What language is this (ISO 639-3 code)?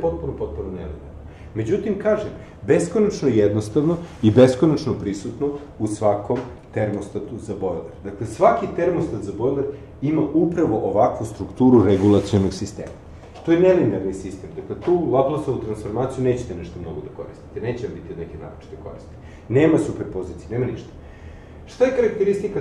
srp